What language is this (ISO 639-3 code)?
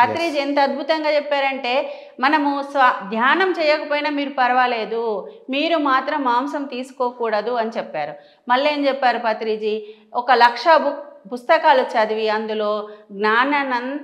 tel